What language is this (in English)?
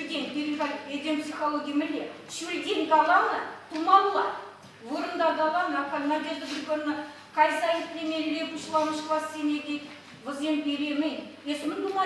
Chuvash